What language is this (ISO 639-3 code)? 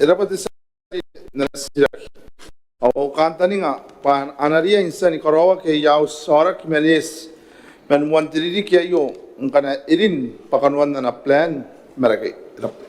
gil